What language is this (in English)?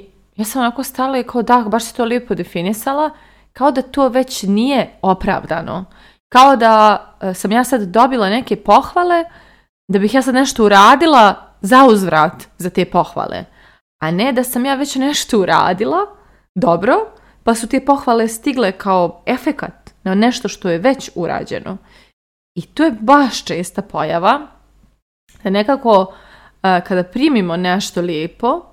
Serbian